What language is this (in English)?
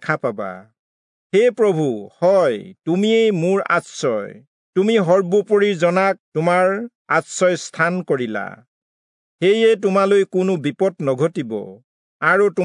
Assamese